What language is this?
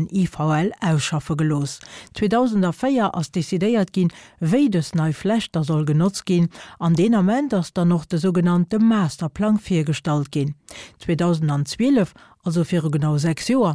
Luxembourgish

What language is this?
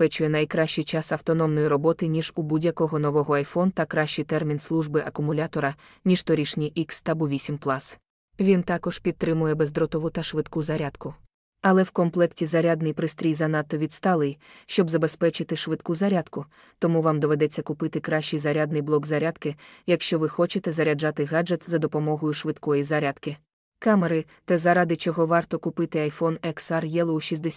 Ukrainian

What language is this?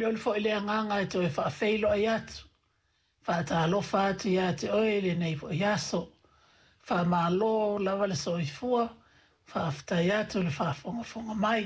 Samoan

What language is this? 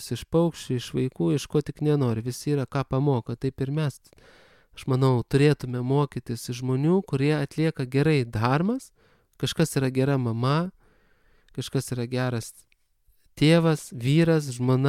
Lithuanian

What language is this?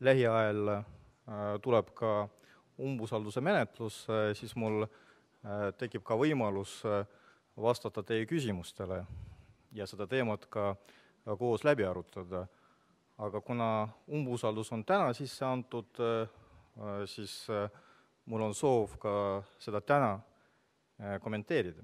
Estonian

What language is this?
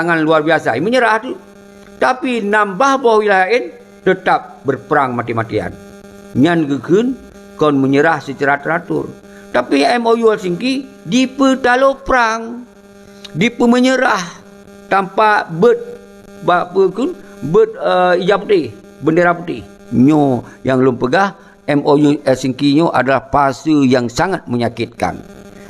Achinese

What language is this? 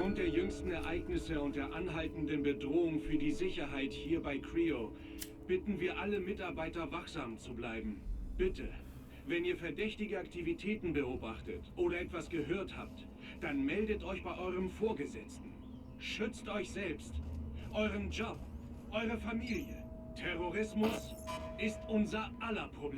Bavarian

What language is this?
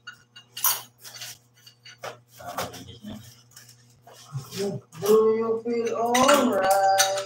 Filipino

